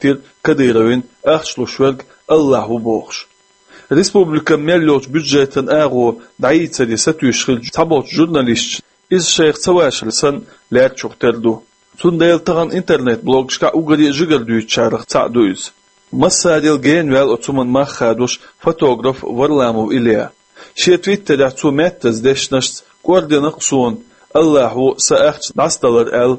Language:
Chechen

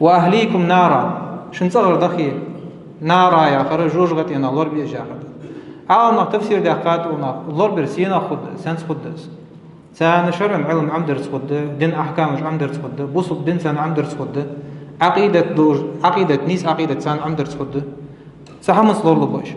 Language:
Ingush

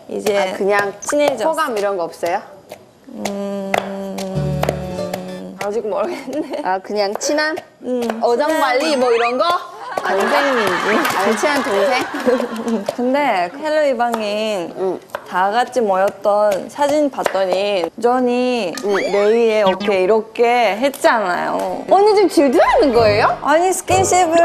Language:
Korean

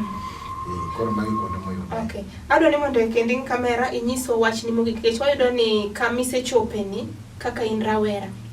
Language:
Luo (Kenya and Tanzania)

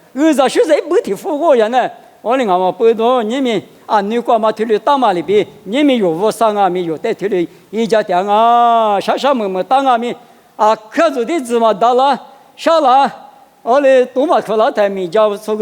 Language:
Lisu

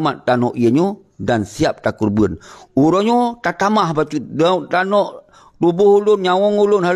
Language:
Achinese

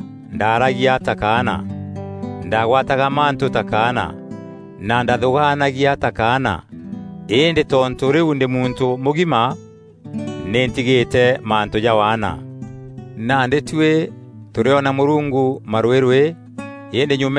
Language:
Meru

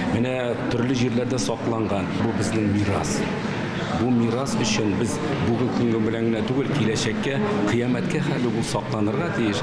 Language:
Tatar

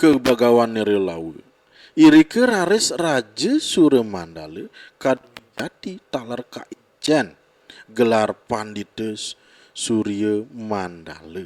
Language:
Balinese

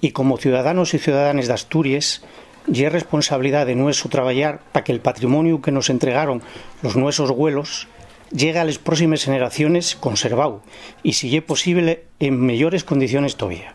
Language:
Asturian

